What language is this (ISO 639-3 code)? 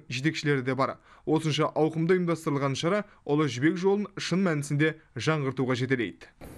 kaz